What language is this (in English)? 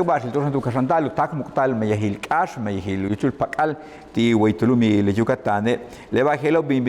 Yucateco